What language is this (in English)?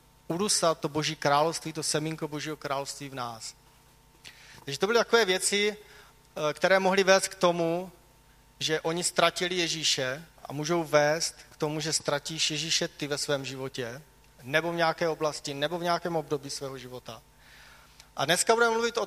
Czech